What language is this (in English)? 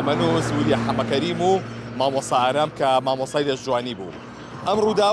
Central Kurdish